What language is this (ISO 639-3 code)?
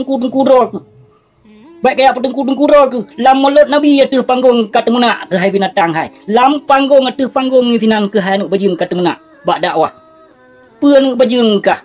ace